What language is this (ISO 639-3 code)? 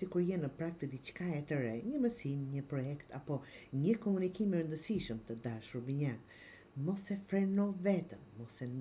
sqi